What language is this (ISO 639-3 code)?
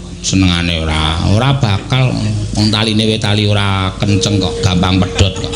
jav